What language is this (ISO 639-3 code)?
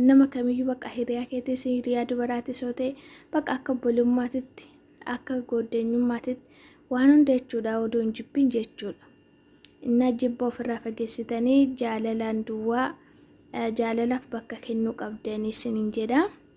orm